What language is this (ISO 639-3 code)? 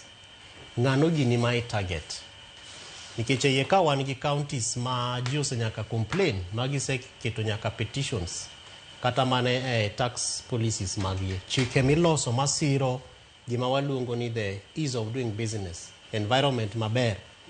luo